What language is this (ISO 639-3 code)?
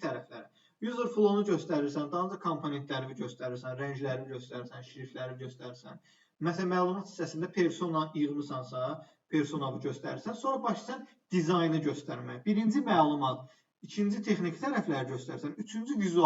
aze